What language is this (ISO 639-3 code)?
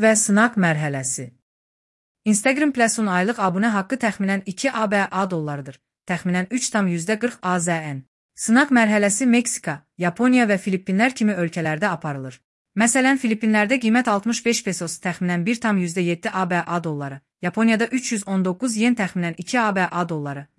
aze